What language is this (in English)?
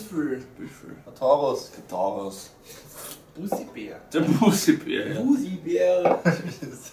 Bavarian